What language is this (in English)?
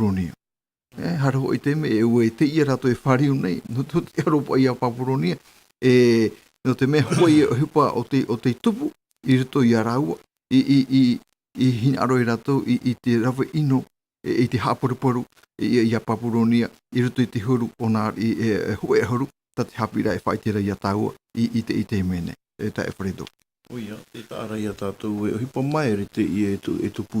Tahitian